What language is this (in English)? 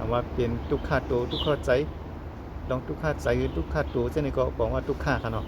Shan